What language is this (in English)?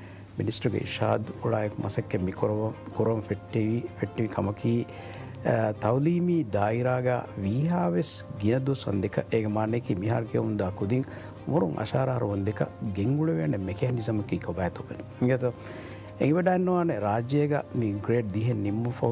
Divehi